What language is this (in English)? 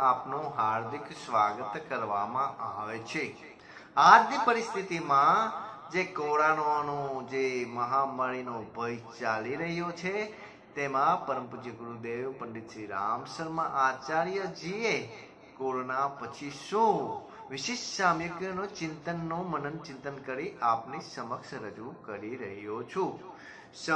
Gujarati